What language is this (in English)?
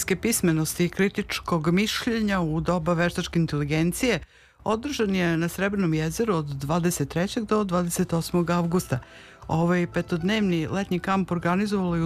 Serbian